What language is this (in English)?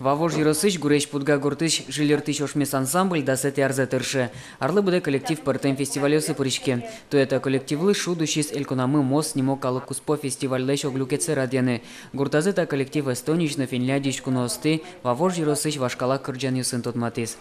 Udmurt